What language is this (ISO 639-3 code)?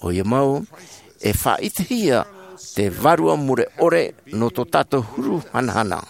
tah